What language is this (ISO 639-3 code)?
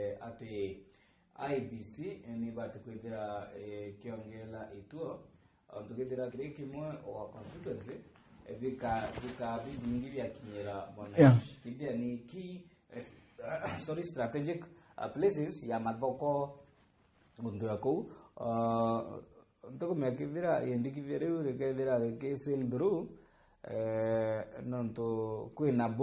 mer